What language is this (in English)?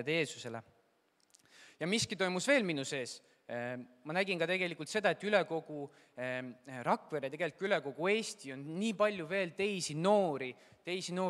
Estonian